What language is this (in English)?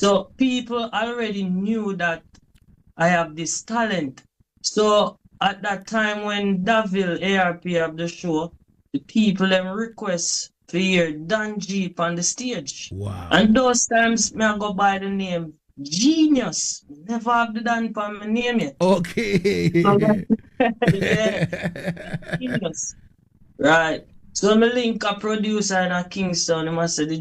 Jamaican Creole English